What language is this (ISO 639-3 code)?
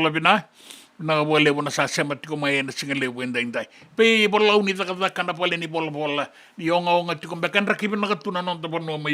fij